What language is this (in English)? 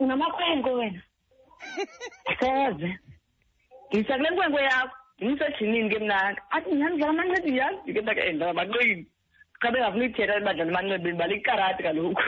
Xhosa